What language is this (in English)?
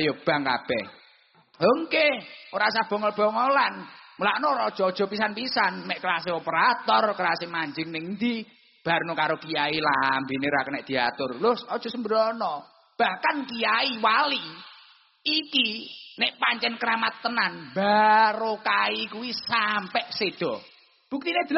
Javanese